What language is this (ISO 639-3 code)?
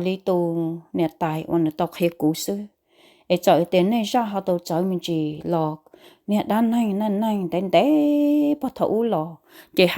hmn